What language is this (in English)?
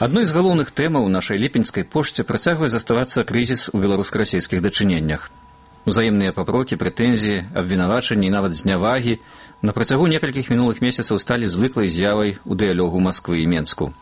Belarusian